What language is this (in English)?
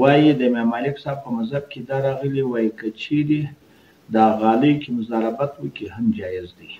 Pashto